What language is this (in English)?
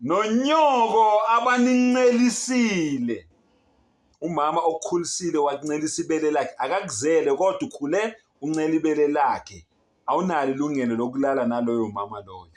Zulu